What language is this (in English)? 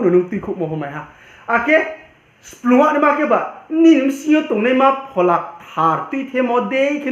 Riang (India)